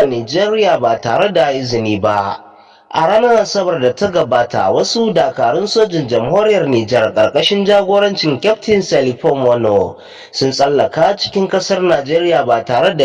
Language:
Hausa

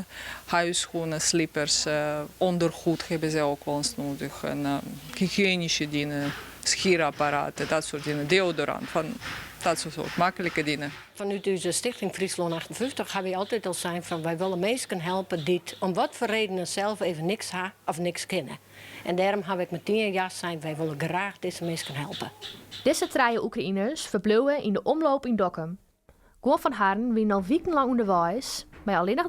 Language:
Western Frisian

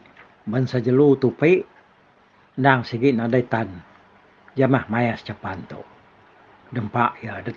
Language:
Iban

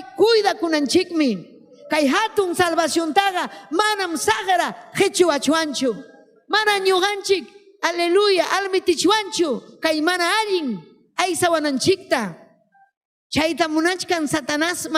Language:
Ayacucho Quechua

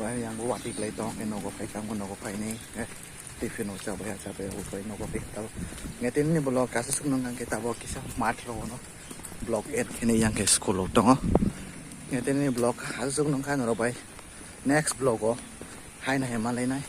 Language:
Kok Borok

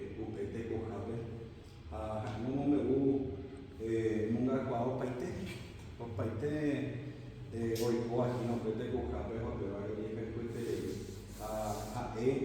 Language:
Guarani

